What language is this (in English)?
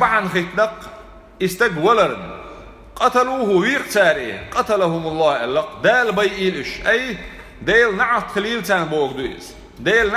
Chechen